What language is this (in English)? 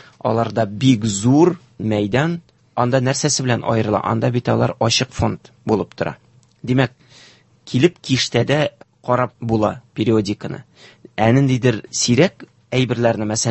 Tatar